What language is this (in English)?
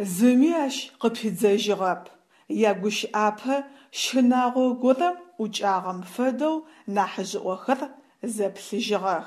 Adyghe